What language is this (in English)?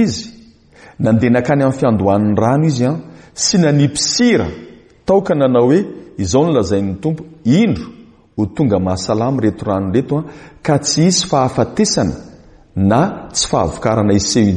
Malagasy